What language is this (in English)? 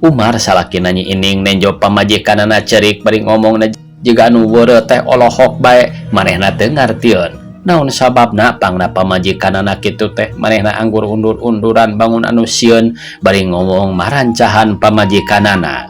Sundanese